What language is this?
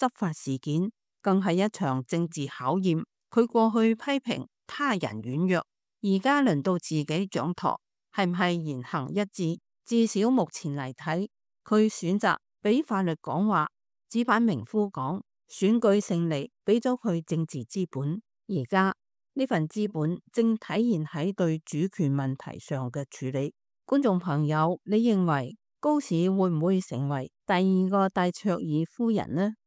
Cantonese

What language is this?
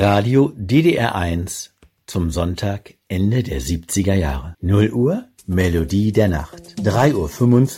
German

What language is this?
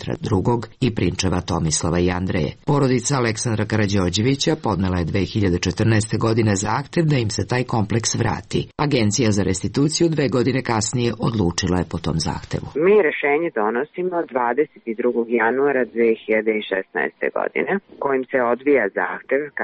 Serbian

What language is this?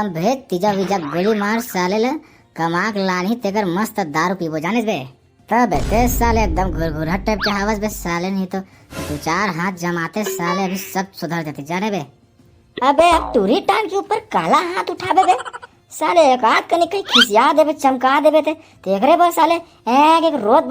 Chhattisgarhi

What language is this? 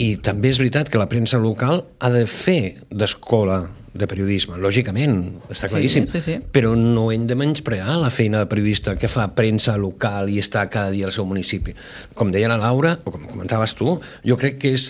Catalan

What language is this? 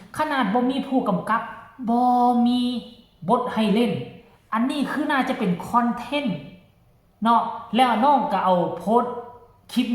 Northeastern Thai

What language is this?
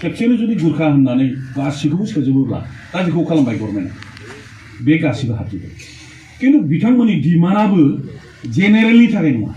Bodo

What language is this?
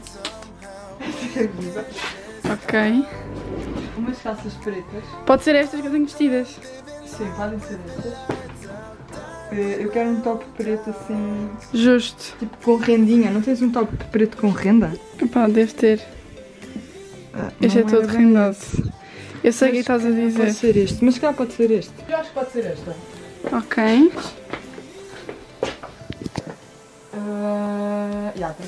Portuguese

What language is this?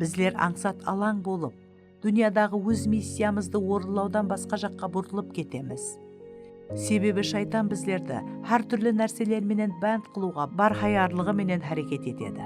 Kara-Kalpak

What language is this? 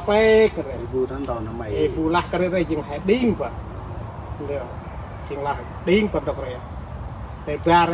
Central Mnong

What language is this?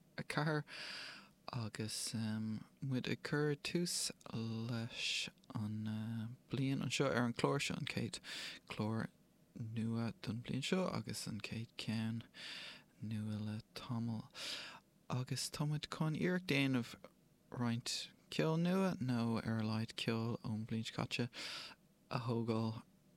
Irish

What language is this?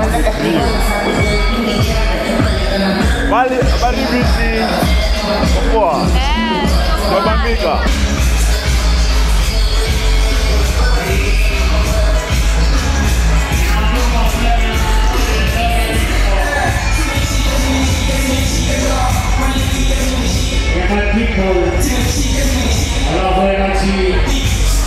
Swahili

